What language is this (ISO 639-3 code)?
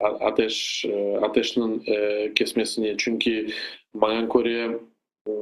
crh